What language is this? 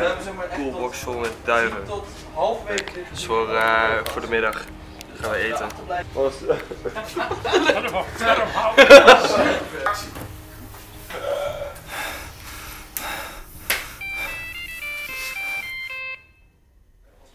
Dutch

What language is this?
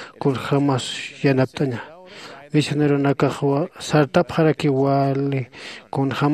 Aymara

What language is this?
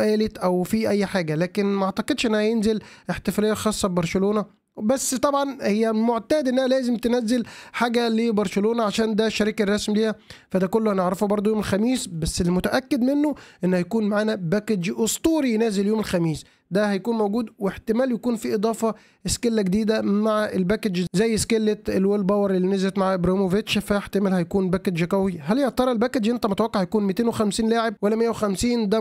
Egyptian Arabic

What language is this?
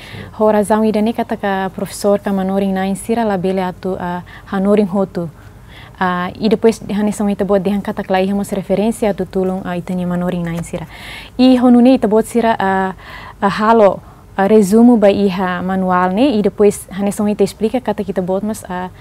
Tetum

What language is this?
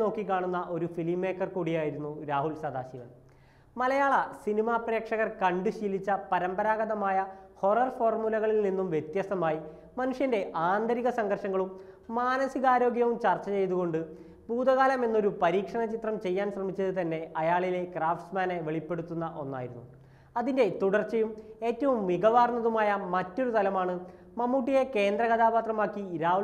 Malayalam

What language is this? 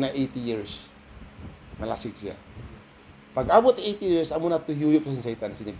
Tausug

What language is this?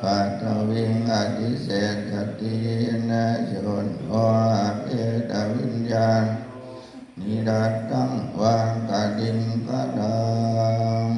Pali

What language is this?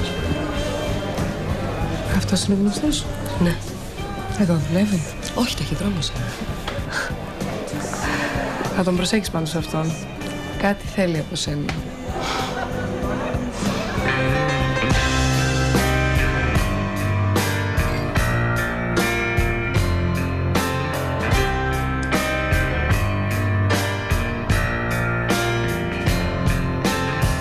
Greek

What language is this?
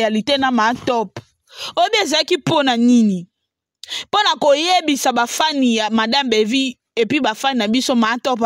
Lingala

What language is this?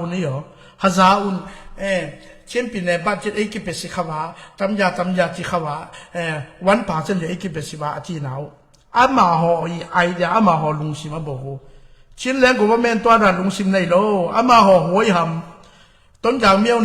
Tedim Chin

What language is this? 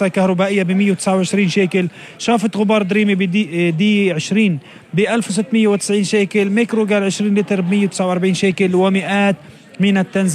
North Levantine Arabic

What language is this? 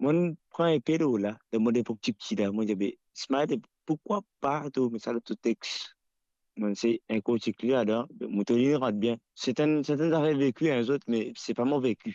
Morisyen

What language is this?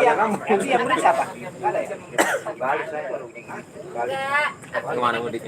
Betawi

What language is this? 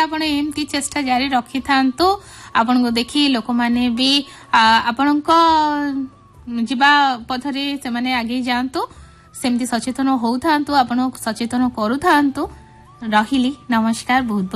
Odia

